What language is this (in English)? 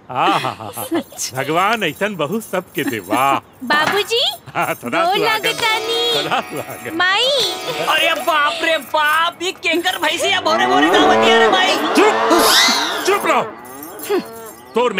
Bhojpuri